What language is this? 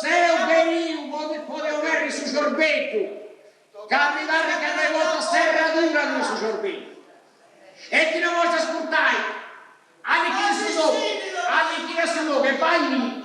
Sardinian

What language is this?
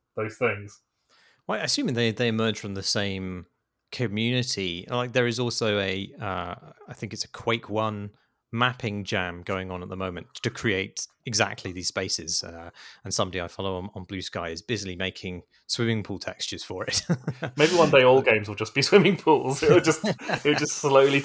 English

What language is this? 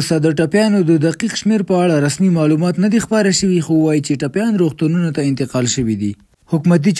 Pashto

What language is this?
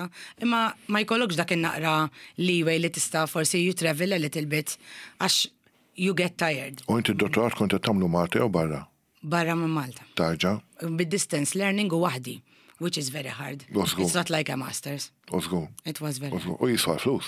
Maltese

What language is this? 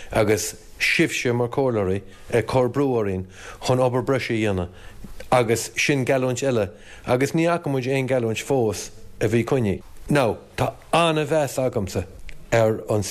Irish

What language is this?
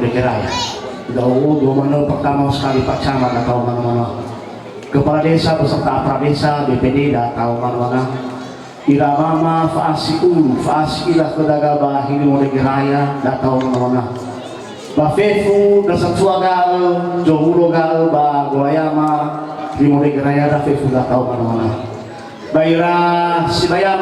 Nias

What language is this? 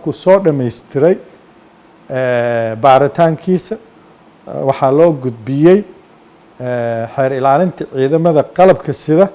Somali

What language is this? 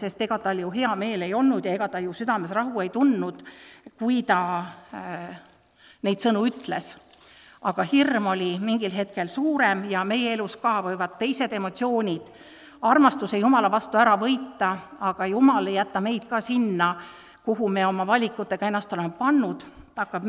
Estonian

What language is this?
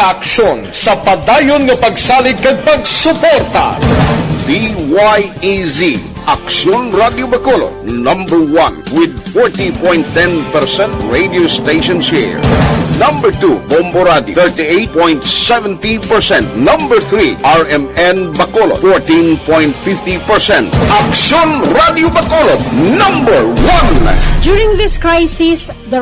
Hiligaynon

